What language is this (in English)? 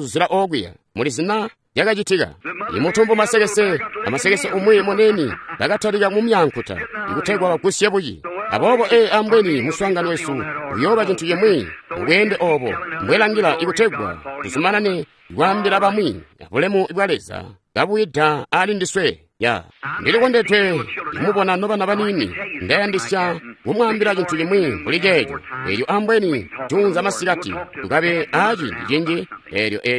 Tonga (Zambia)